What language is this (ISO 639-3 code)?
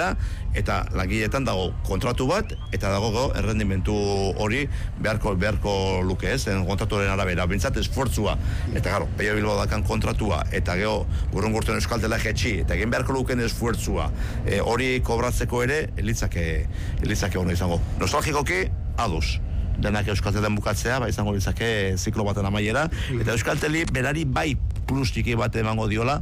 eus